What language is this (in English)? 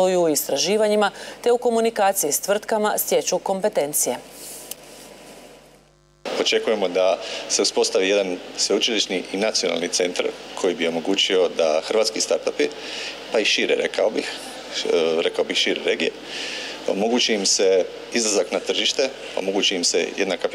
Croatian